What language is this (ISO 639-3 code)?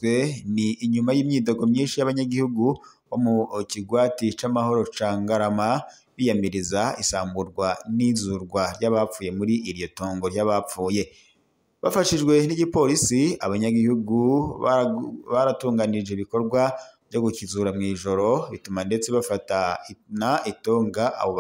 run